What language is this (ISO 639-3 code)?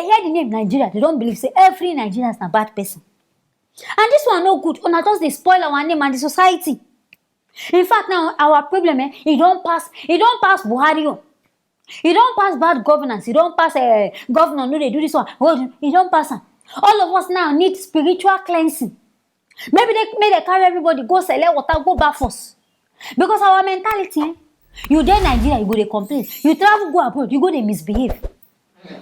pcm